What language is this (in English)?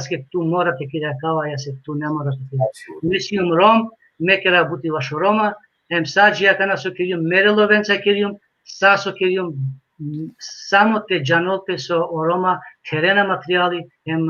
Balkan Romani